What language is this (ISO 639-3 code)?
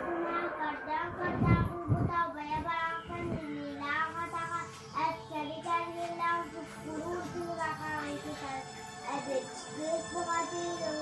sah